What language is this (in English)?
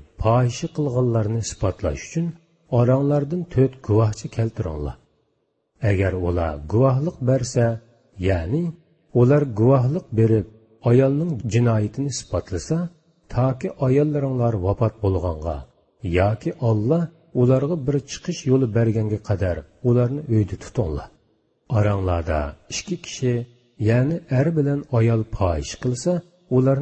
Uyghur